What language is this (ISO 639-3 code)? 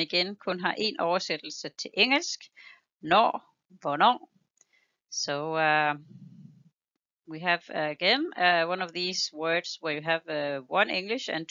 dan